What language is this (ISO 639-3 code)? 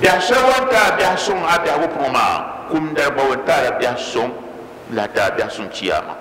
dag